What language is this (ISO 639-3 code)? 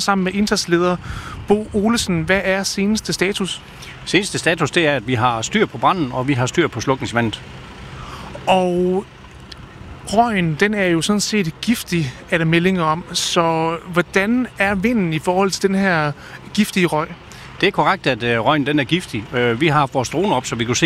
dan